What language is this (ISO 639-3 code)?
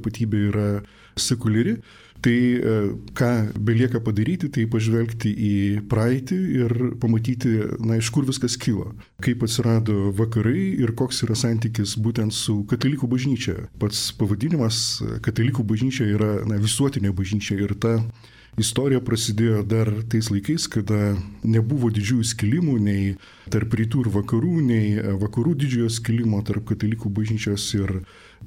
lit